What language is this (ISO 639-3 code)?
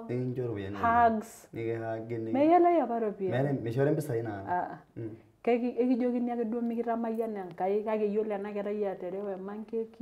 mas